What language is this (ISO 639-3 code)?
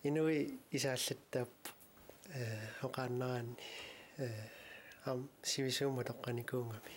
kal